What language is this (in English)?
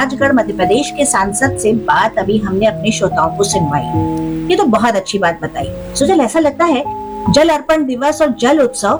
Hindi